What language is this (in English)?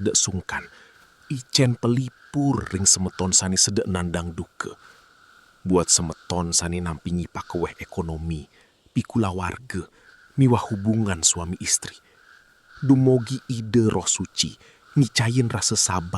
Balinese